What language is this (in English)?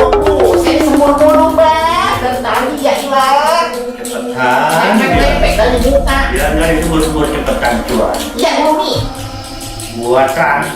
Betawi